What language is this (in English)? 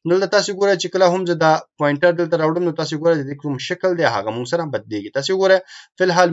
Pashto